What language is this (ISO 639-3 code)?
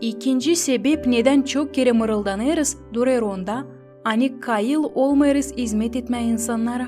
gag